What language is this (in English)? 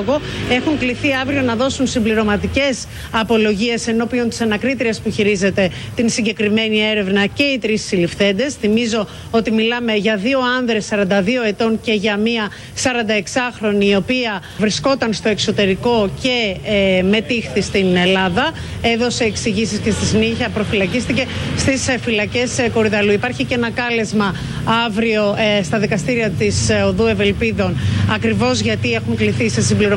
Greek